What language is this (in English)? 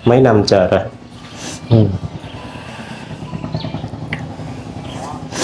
Vietnamese